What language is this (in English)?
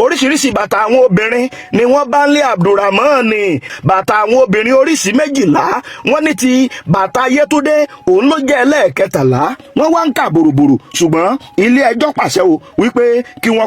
Yoruba